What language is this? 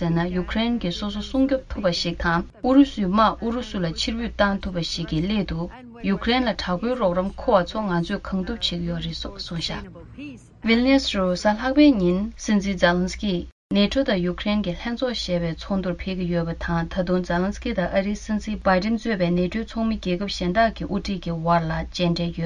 Tibetan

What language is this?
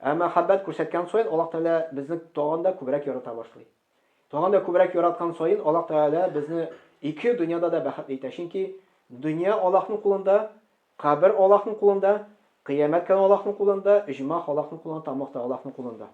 Tatar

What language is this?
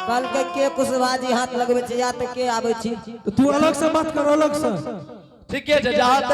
Angika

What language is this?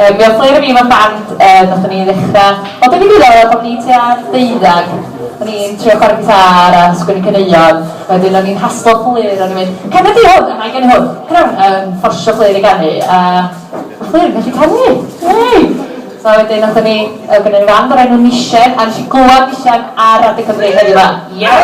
Welsh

